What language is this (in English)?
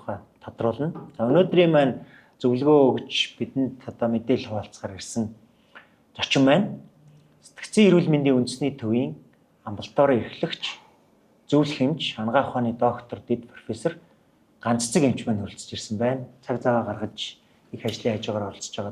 Mongolian